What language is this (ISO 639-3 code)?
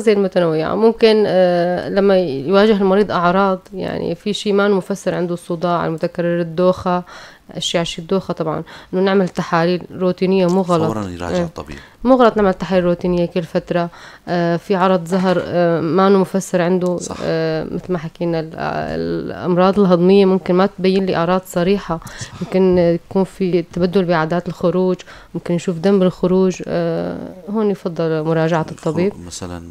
apc